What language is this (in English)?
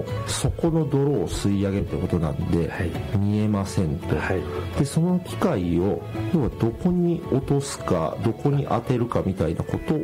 Japanese